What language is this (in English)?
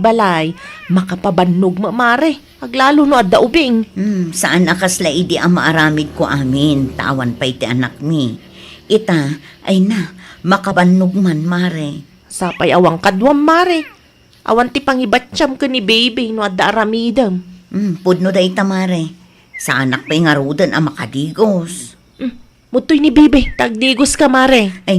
Iloko